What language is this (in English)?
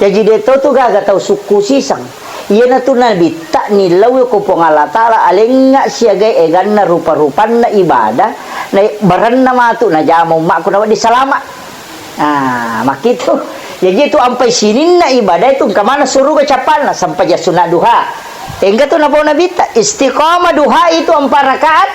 Buginese